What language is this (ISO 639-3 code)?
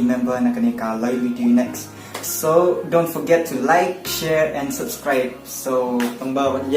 kha